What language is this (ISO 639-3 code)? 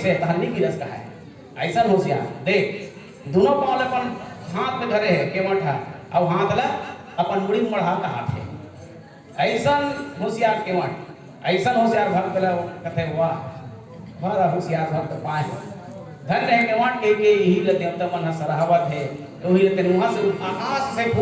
hne